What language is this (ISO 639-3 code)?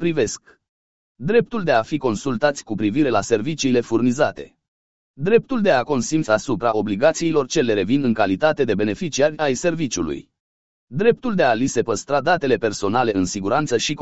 ron